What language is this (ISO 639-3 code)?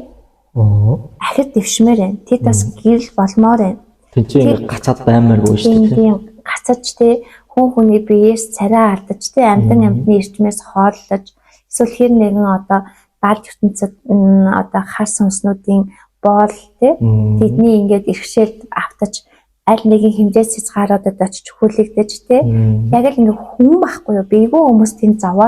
mon